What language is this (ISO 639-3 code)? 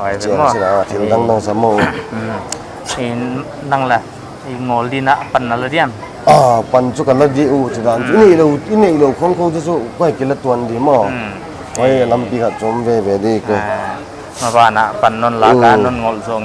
pck